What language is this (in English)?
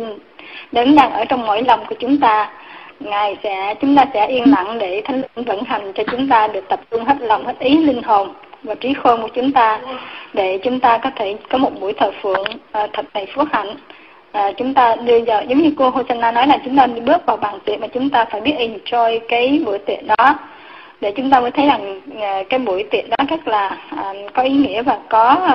Vietnamese